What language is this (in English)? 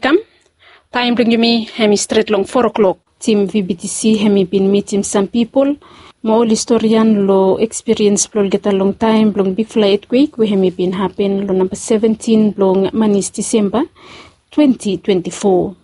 Bislama